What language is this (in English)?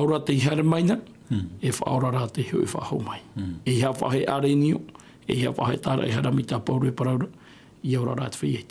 Tahitian